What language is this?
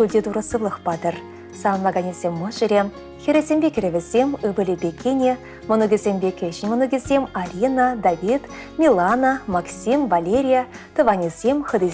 Chuvash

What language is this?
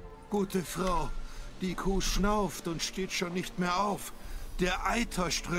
German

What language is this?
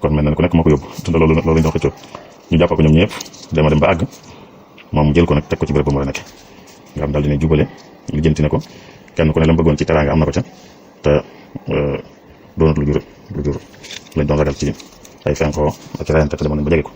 Wolof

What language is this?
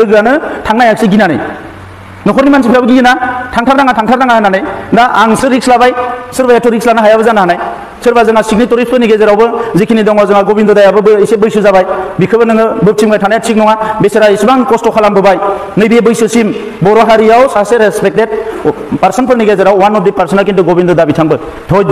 Bodo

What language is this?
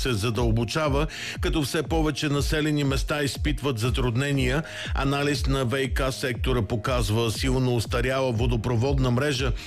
Bulgarian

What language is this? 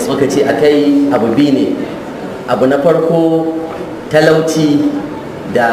Hausa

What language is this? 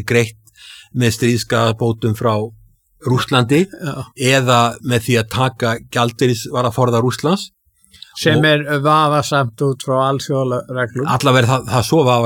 Icelandic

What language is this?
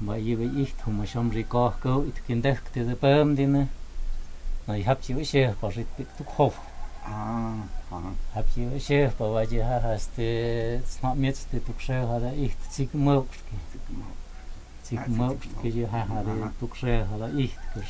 Totontepec Mixe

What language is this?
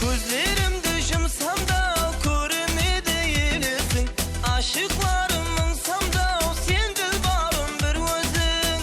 Kara-Kalpak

